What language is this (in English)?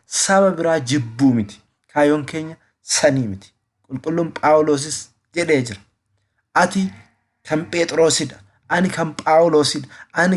Oromo